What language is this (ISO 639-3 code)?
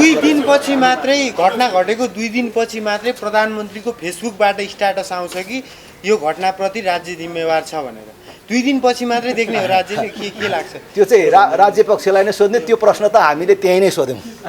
nep